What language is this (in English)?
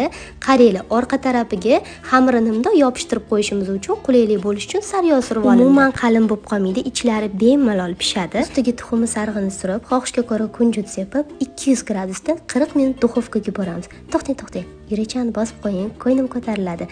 Uzbek